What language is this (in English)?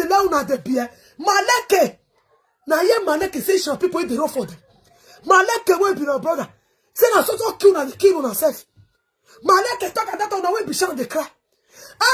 Nigerian Pidgin